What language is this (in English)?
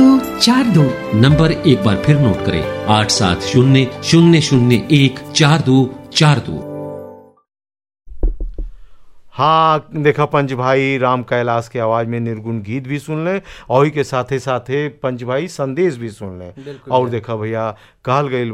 Bhojpuri